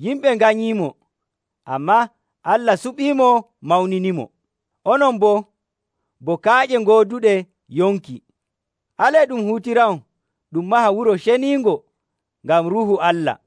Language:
Nigerian Fulfulde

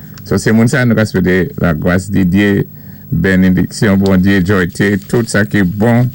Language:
Saint Lucian Creole French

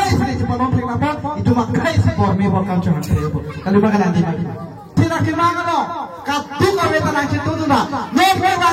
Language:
Karbi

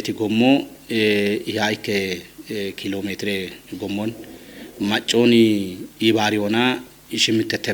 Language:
Kafa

